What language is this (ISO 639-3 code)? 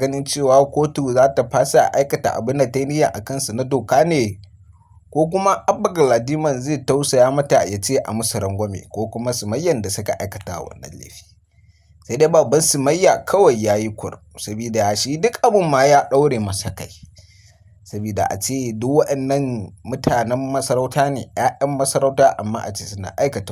hau